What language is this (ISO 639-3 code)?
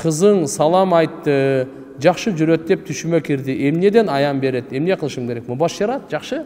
kir